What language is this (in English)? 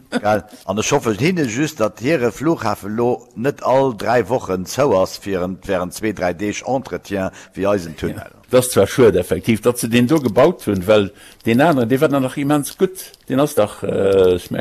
Luxembourgish